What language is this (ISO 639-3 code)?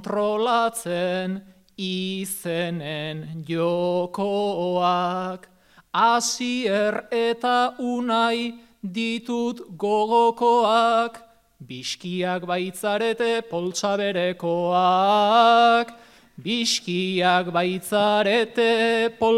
eus